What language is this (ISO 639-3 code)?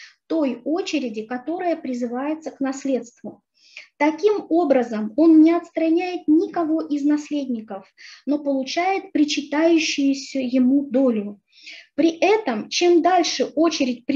rus